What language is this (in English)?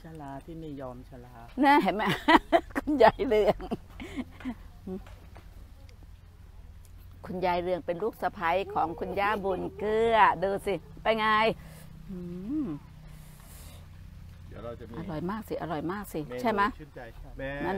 Thai